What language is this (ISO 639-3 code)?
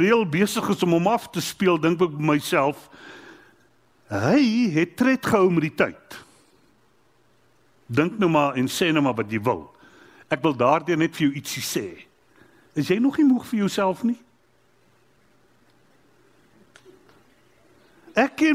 afr